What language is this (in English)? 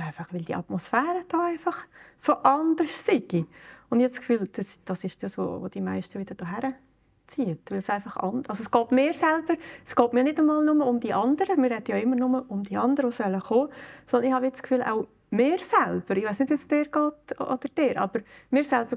Swiss German